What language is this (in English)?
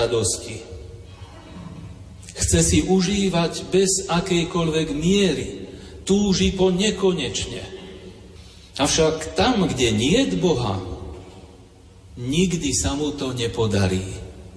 Slovak